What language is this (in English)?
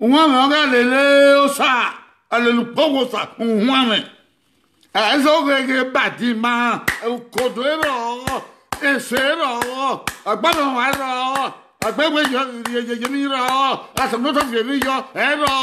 Bini